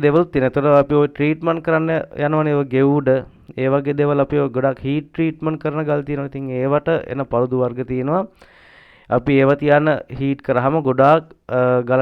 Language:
Sinhala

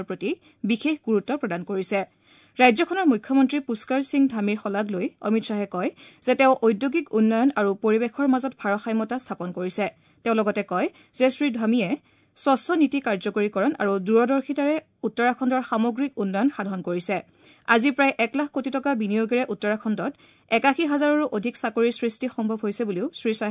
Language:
Assamese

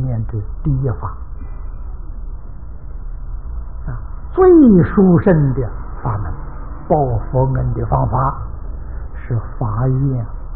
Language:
Chinese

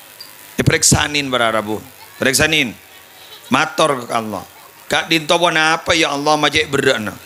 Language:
Madurese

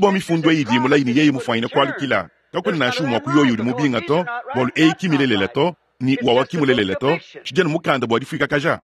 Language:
Luba-Lulua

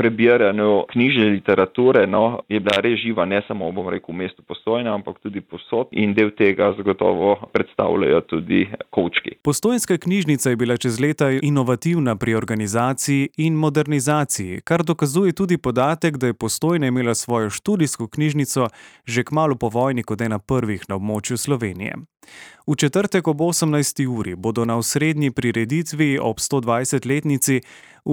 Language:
Slovenian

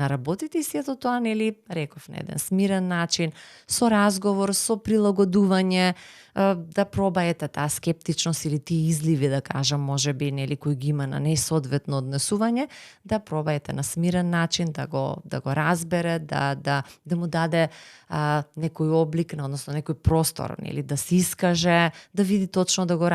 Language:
Macedonian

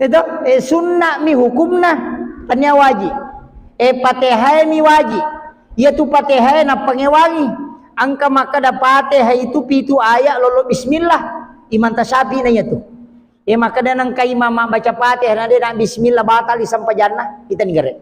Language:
Buginese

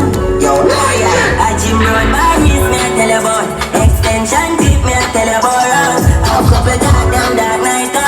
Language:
Jamaican Creole English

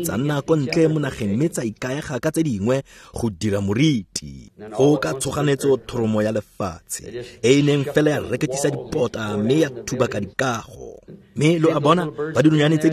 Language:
Tswana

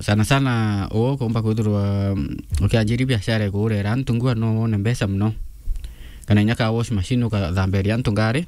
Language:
Meru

